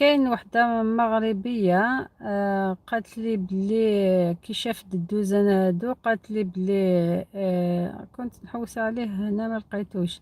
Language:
Algerian Arabic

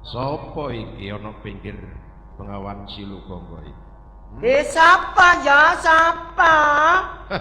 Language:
Javanese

